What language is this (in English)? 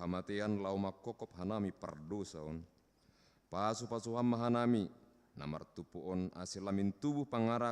Batak Simalungun